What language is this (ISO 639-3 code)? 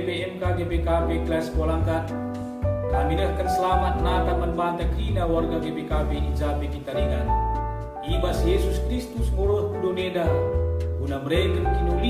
btx